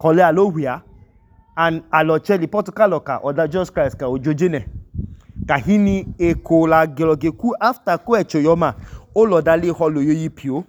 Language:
Idoma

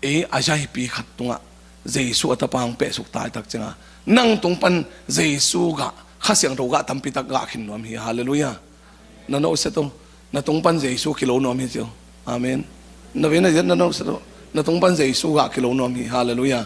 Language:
Tedim Chin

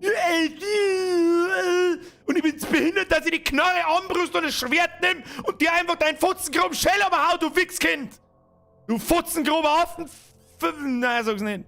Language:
Bavarian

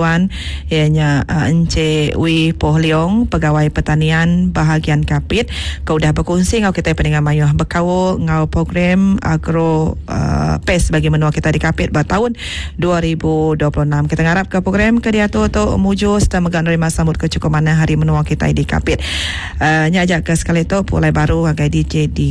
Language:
Iban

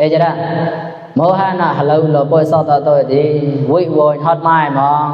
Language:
Mon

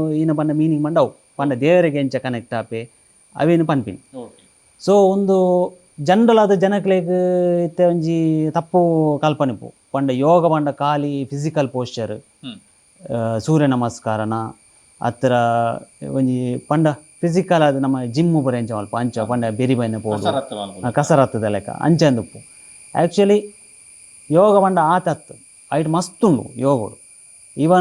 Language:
Tulu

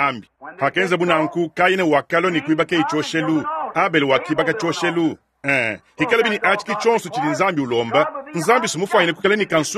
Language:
Luba-Lulua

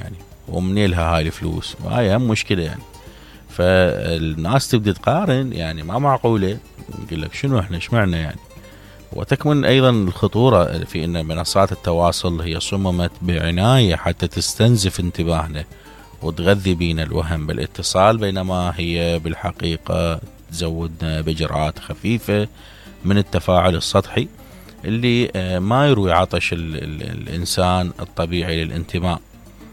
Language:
Mesopotamian Arabic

